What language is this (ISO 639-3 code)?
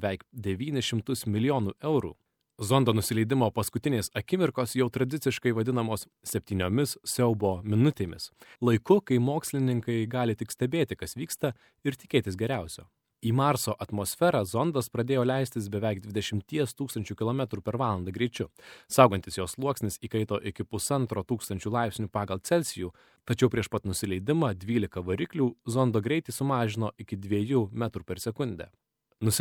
lit